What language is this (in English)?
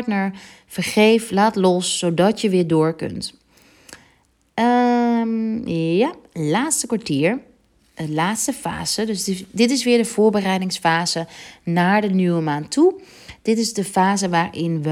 Dutch